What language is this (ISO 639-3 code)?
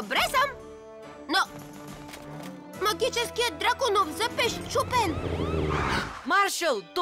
bul